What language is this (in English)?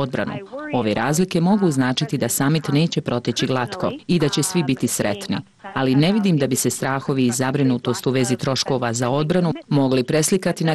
Bosnian